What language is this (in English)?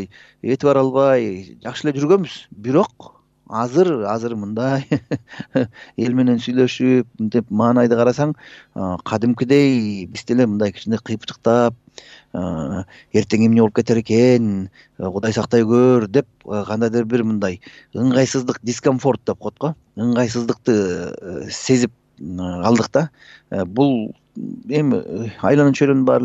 Kyrgyz